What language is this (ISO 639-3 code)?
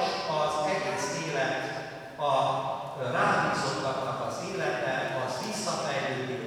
hun